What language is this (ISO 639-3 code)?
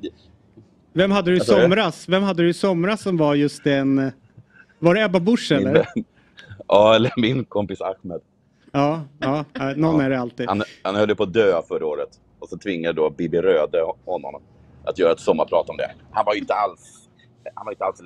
swe